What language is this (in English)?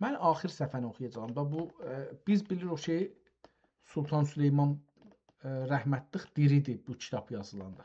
South Azerbaijani